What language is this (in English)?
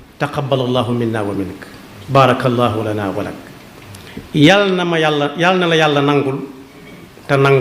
Wolof